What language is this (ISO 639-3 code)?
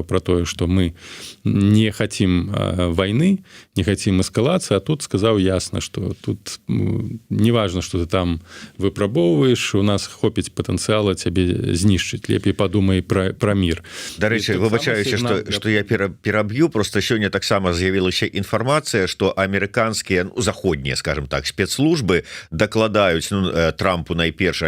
bel